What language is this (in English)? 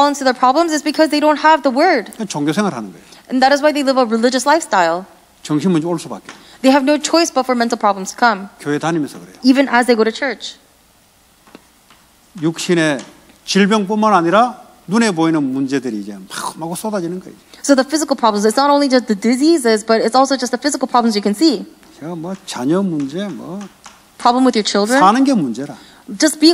Korean